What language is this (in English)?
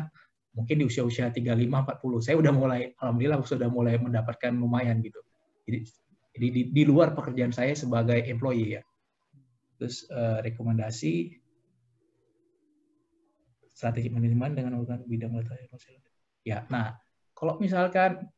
Indonesian